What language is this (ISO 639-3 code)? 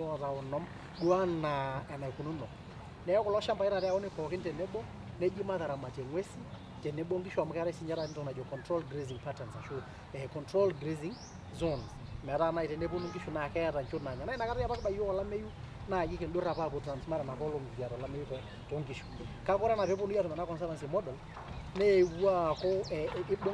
mas